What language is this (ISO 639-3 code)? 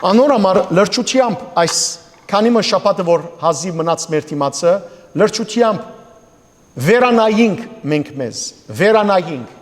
hyw